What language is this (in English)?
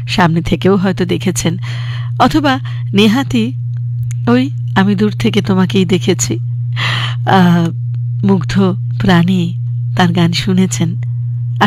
Bangla